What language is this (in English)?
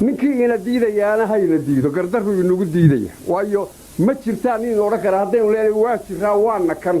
Somali